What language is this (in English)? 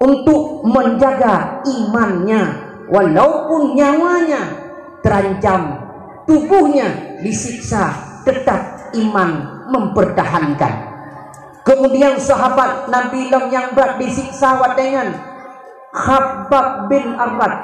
Achinese